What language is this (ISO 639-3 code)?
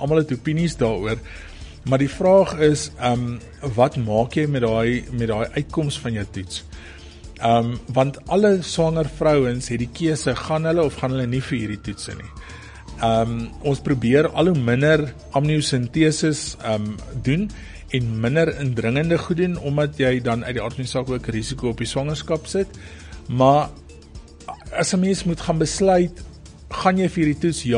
afr